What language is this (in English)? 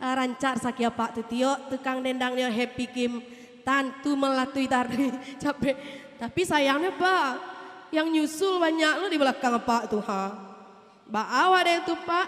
Minangkabau